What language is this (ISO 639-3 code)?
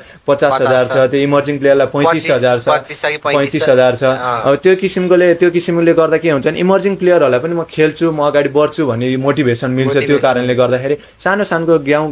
nep